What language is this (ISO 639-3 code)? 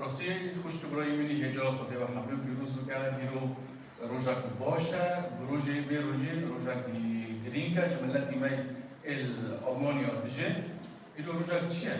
kur